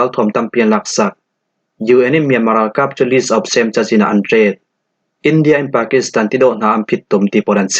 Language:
Falam Chin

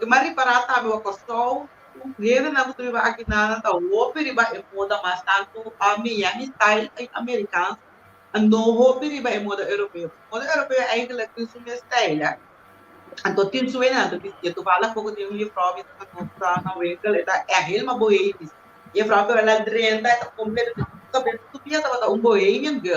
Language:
Papiamento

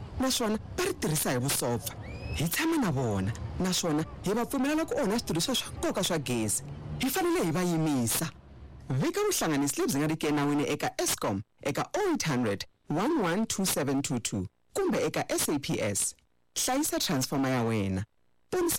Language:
Tsonga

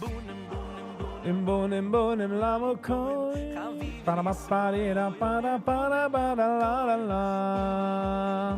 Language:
Yiddish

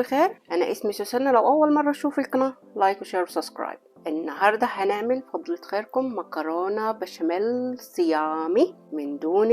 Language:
Egyptian Arabic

